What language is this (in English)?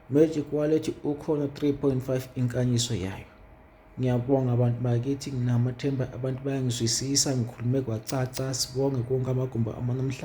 Zulu